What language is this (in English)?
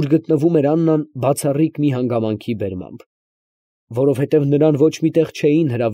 Armenian